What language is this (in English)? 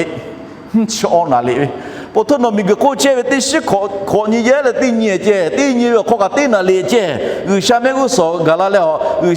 Lahu